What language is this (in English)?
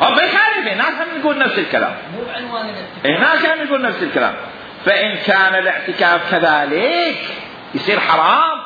Mesopotamian Arabic